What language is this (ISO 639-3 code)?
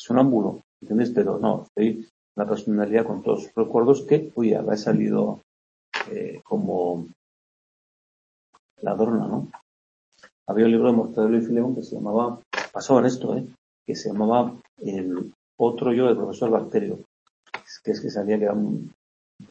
spa